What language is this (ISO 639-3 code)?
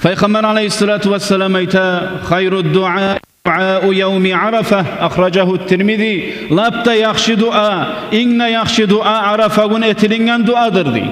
kum